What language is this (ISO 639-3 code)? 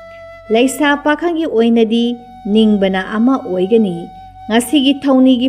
mni